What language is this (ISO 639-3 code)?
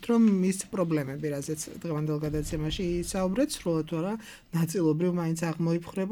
kat